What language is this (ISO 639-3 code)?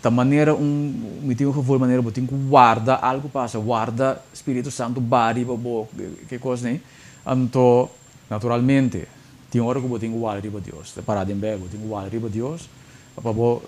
pap